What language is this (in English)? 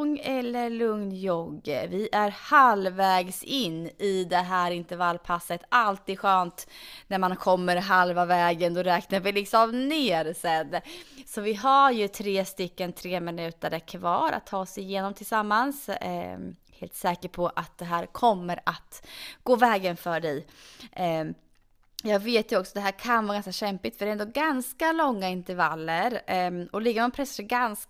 Swedish